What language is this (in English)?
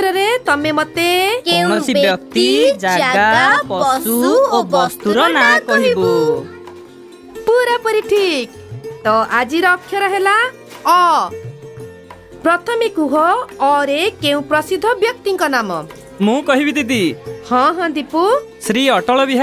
Odia